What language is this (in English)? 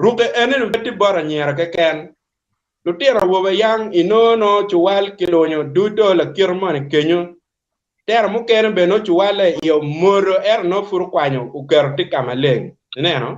Acoli